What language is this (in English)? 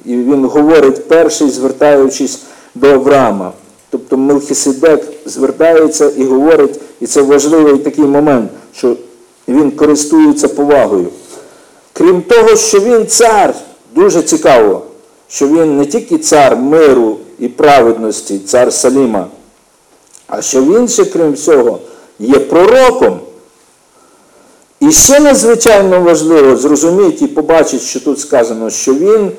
Ukrainian